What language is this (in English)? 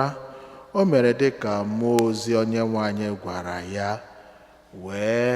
Igbo